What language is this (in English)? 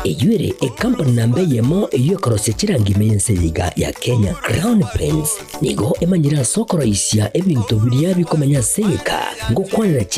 Gusii